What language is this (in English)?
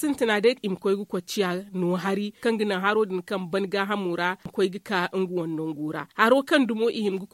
Zarma